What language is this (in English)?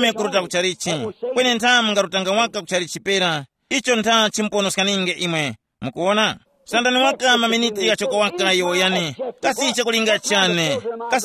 Tumbuka